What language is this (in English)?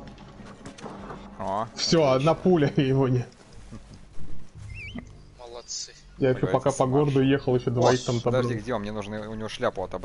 Russian